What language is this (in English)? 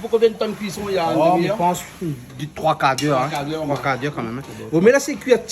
Réunion Creole French